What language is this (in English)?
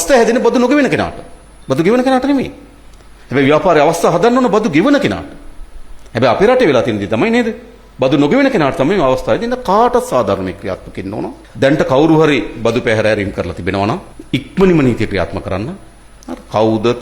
Sinhala